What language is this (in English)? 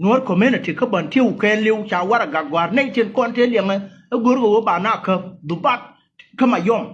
Nuer